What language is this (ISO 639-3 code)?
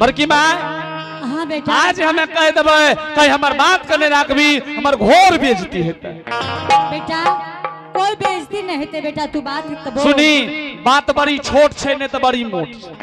anp